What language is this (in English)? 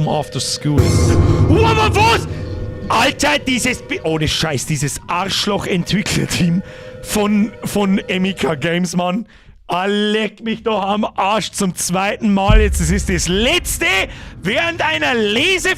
Bavarian